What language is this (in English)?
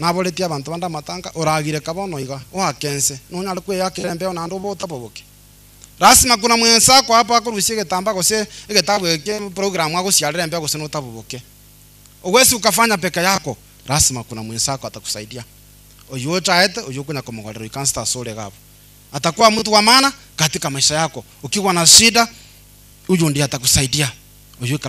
Gusii